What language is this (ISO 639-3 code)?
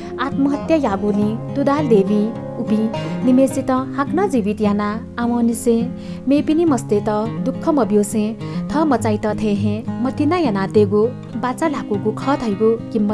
new